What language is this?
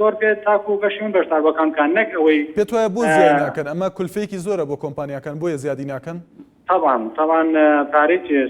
Central Kurdish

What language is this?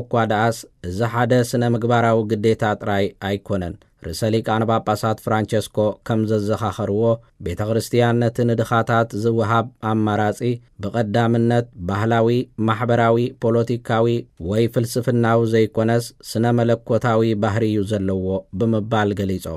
Tigrinya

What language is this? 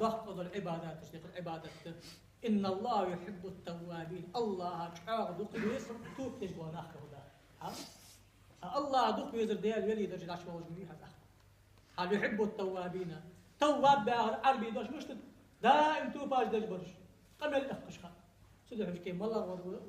Ingush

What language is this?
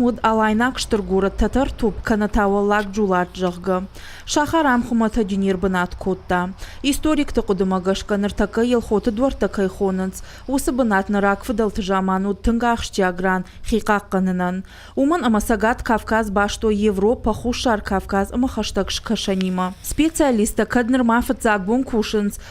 Ossetic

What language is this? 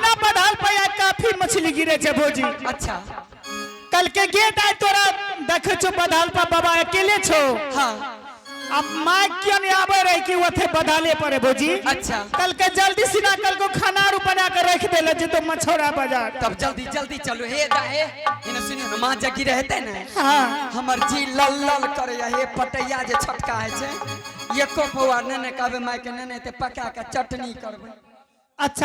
Angika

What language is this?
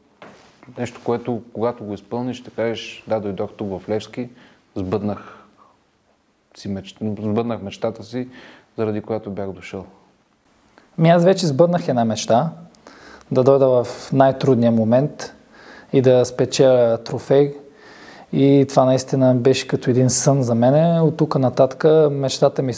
Bulgarian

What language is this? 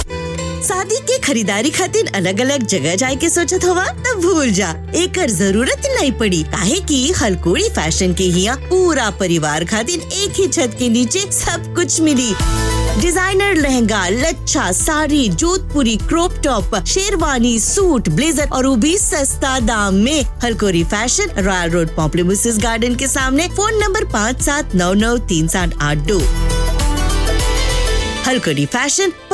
Bhojpuri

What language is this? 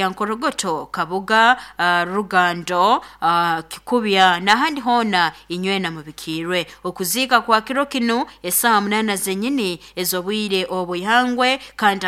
Nyoro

